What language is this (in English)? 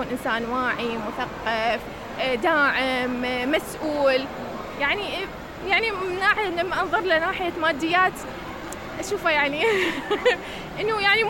Mesopotamian Arabic